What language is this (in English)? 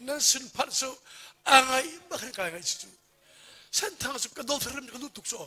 Hakha Chin